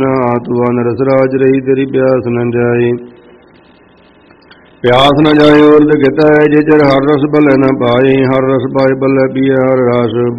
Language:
Punjabi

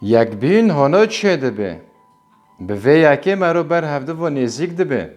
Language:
Kurdish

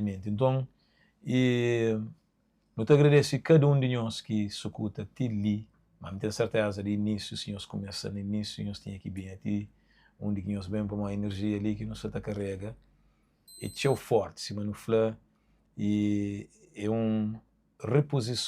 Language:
Kabuverdianu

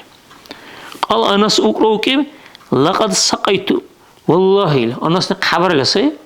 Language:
Dargwa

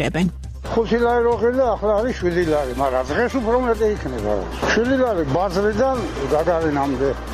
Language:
Georgian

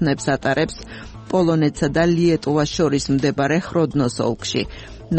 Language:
Georgian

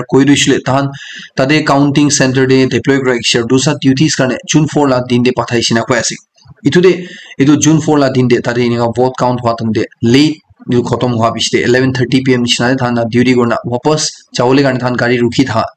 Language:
Naga Pidgin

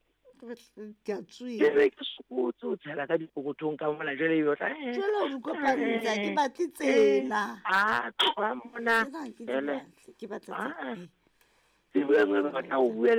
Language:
Southern Sotho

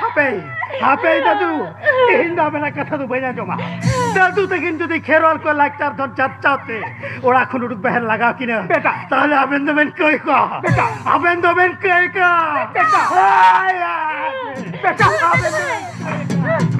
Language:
Santali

